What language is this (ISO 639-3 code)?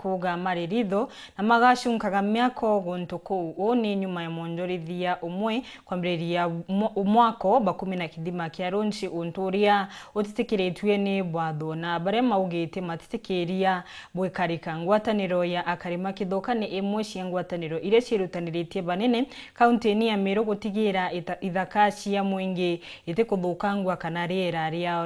mer